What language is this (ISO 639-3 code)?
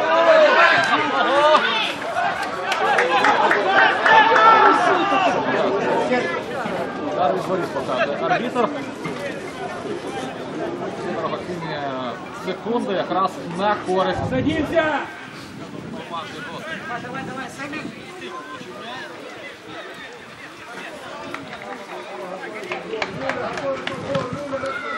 ukr